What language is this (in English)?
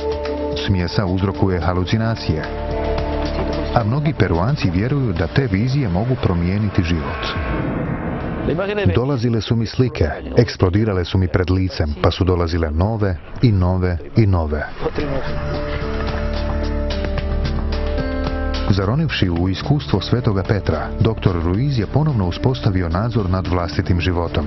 Croatian